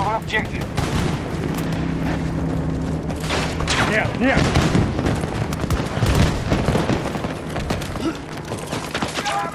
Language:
English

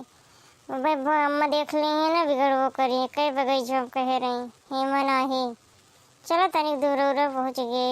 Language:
Awadhi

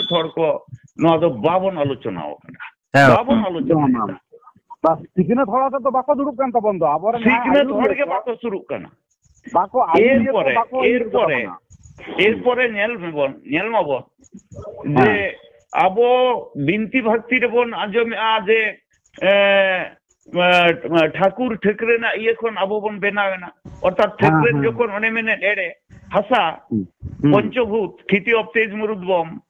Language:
Santali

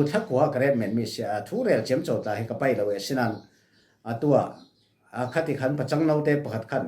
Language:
Falam Chin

